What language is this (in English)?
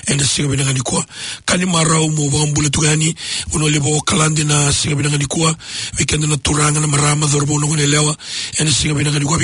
Fijian